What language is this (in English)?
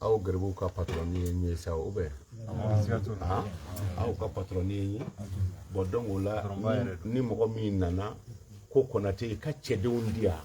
Bambara